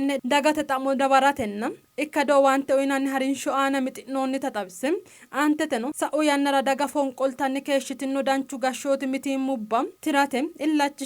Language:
Sidamo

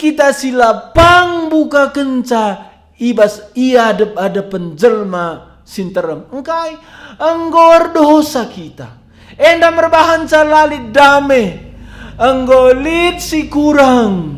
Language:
Batak Karo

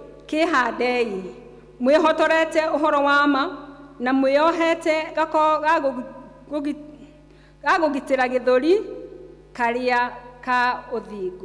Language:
Kikuyu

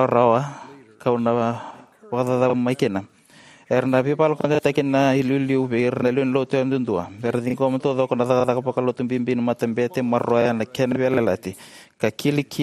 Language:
Fijian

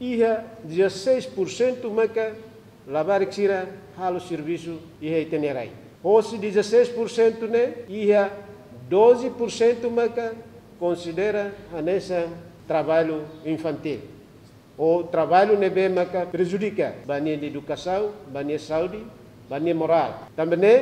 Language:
Tetum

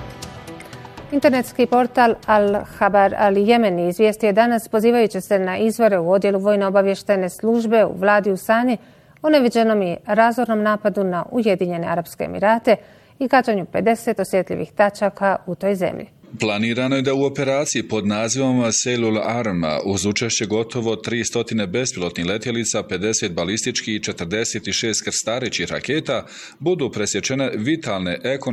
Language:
Bosnian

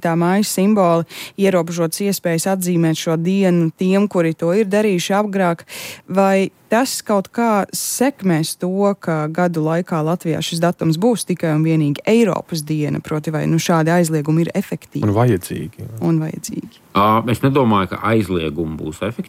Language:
Latvian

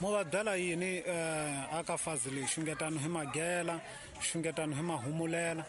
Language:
Tsonga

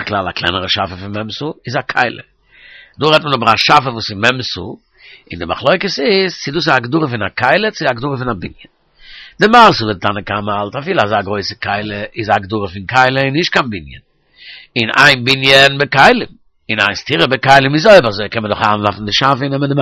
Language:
Yiddish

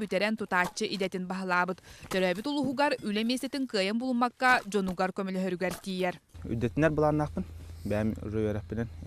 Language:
Yakut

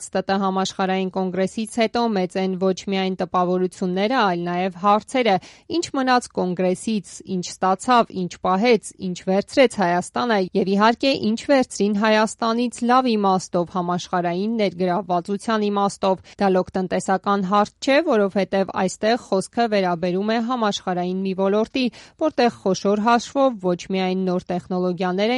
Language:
Armenian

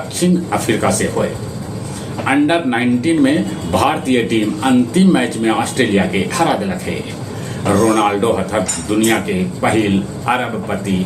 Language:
Magahi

